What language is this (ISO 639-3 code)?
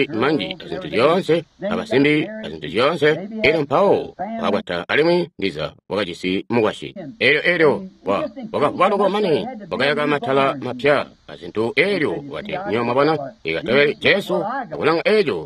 toi